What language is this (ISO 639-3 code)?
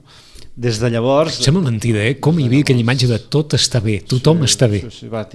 cat